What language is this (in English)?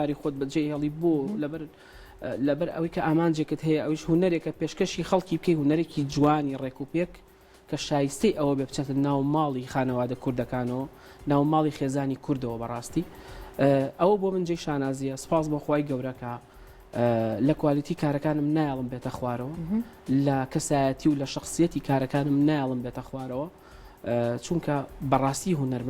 Central Kurdish